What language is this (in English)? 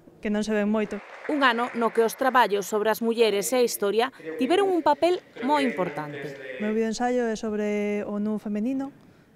Galician